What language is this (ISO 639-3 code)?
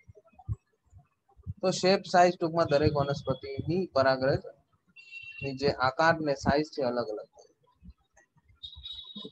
guj